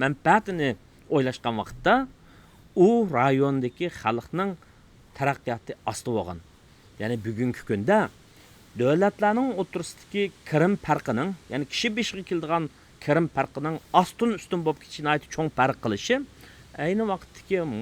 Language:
Uyghur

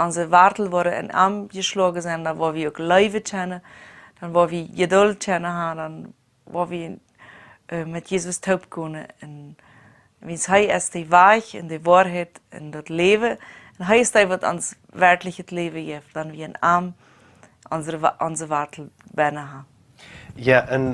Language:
Plautdietsch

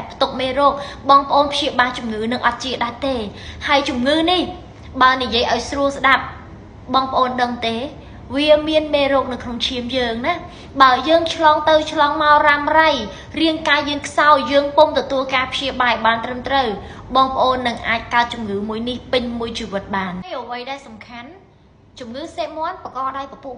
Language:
Khmer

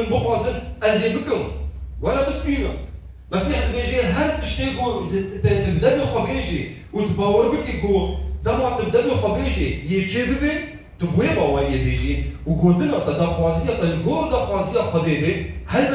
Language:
Kurdish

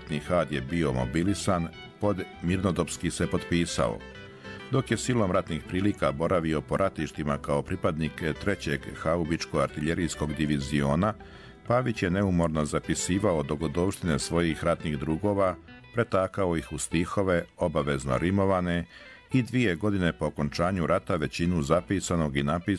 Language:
Bosnian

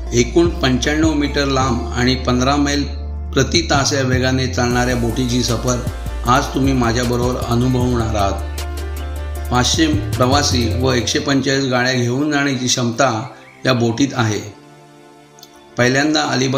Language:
Marathi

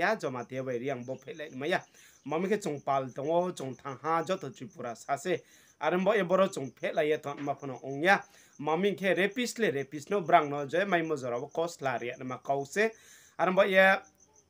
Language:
Riang (India)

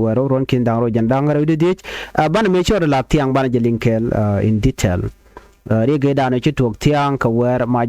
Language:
Nuer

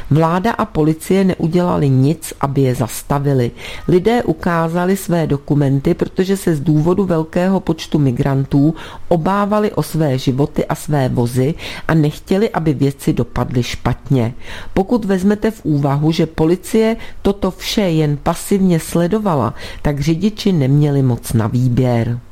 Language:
Czech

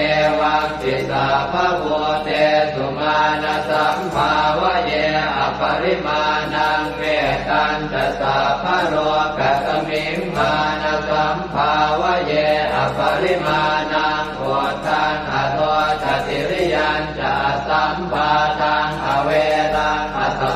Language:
Pali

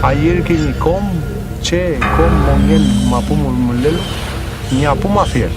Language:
Mapuche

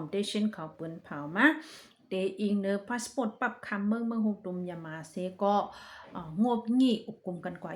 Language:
Shan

